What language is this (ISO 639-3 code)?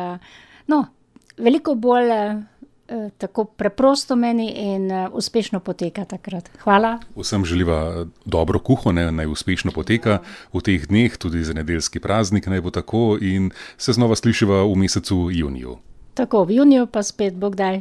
slv